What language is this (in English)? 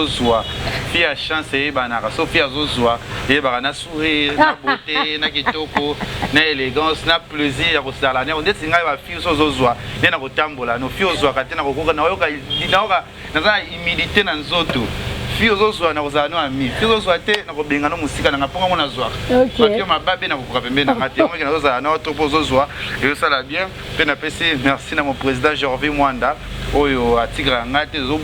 Lingala